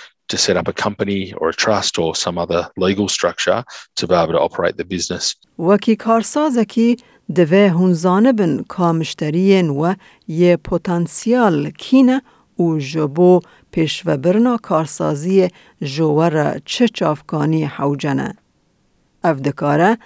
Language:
Kurdish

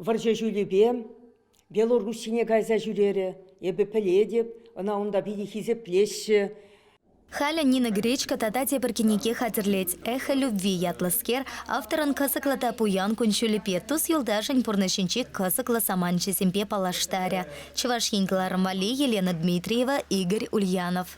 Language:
Chuvash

